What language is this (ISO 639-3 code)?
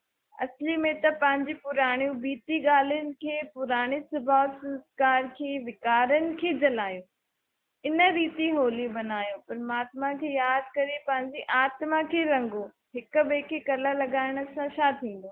snd